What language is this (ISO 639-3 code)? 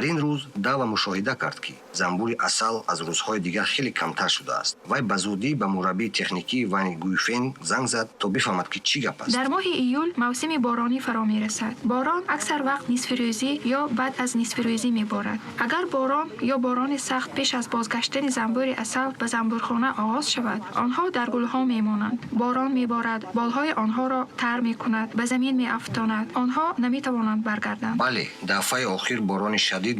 tgk